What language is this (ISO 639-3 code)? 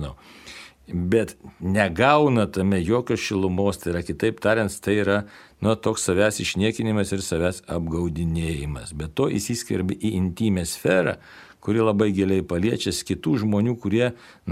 lit